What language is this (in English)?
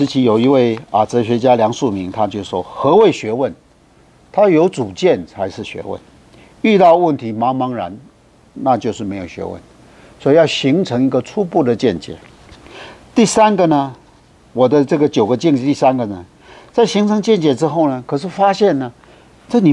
Chinese